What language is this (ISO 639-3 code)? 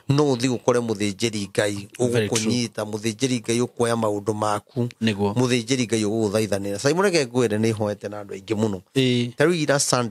kik